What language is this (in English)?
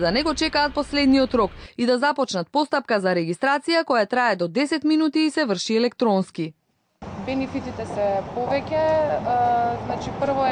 Macedonian